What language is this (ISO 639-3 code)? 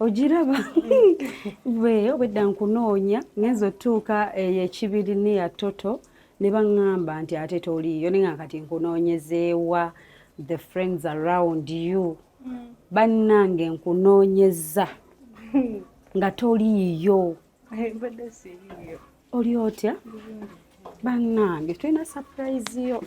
lug